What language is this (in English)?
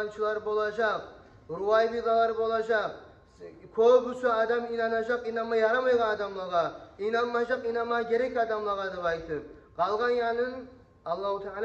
Kumyk